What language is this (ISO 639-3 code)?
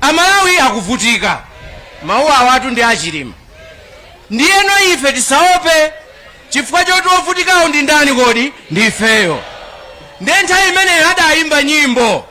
nya